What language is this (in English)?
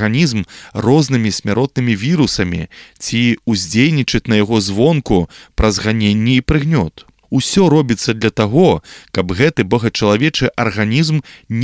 Belarusian